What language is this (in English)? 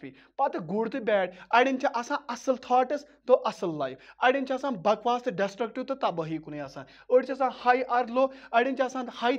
Kashmiri